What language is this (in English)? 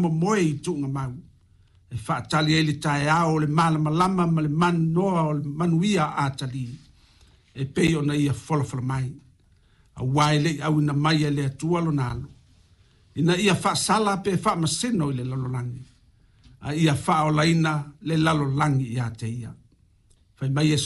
Samoan